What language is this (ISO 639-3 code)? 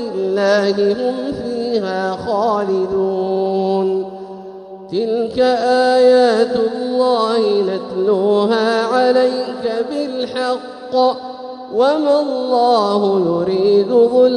ara